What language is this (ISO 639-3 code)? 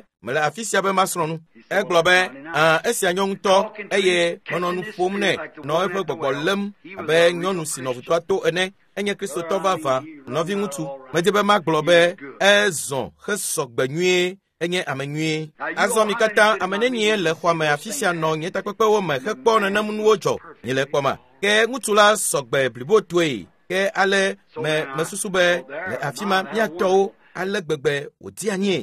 ewe